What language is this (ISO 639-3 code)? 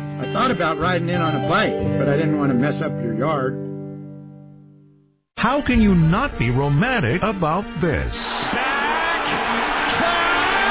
eng